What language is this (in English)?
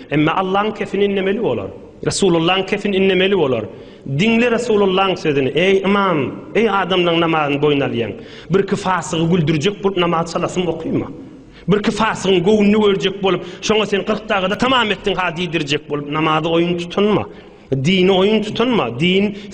Turkmen